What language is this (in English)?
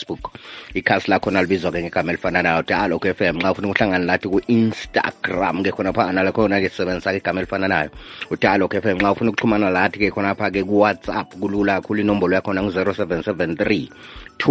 North Ndebele